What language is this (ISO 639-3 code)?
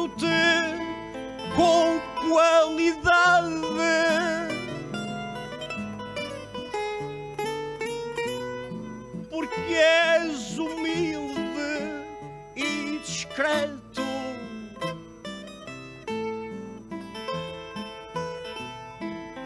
por